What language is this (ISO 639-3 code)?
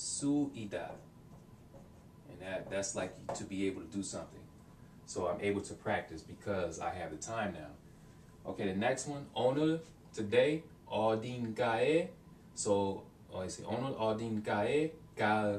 eng